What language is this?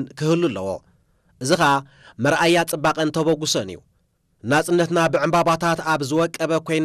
Tigrinya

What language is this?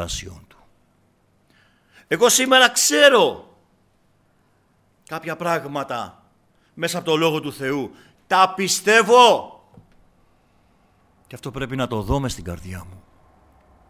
Greek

